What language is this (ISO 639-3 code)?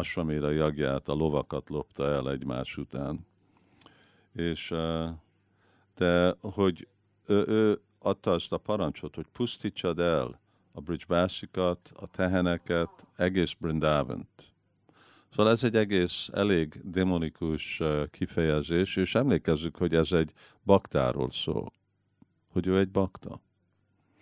hun